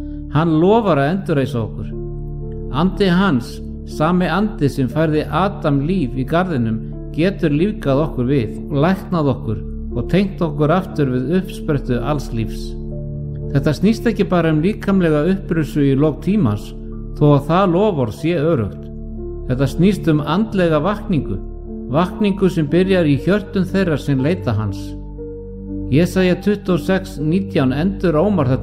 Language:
Icelandic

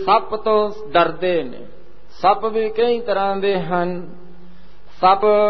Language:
Punjabi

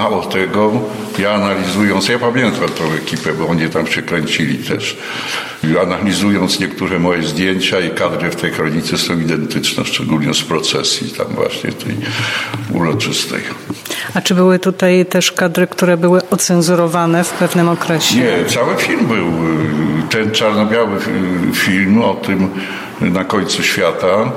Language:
Polish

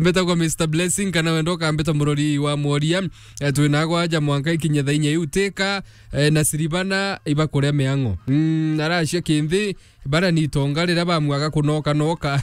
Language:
Meru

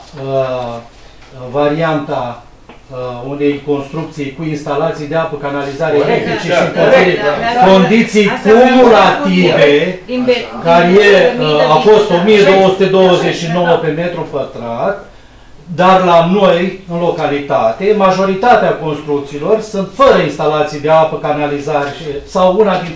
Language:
Romanian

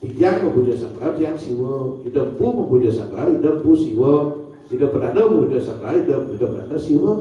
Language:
Balinese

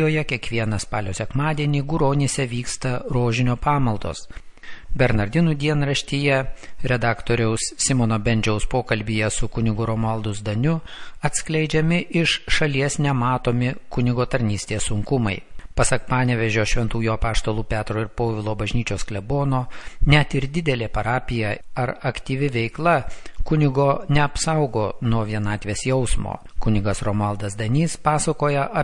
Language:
Lithuanian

